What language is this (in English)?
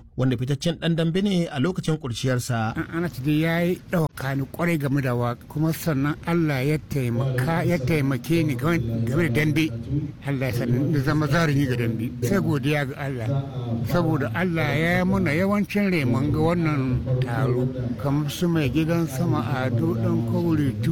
Hausa